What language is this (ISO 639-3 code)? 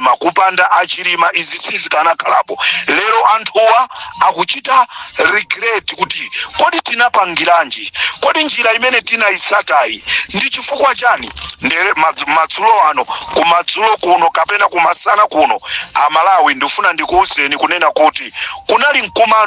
nya